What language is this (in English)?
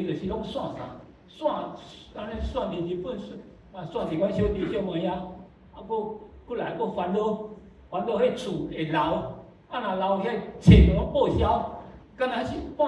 Min Nan Chinese